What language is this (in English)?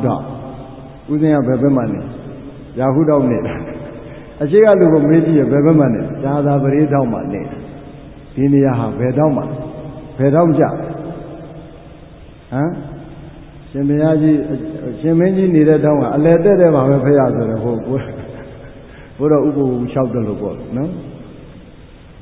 Burmese